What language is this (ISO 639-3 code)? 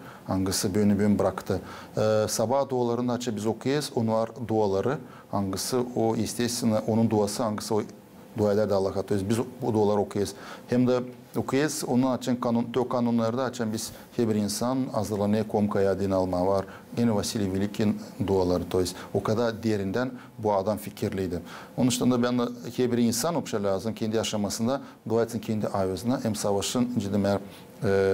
gag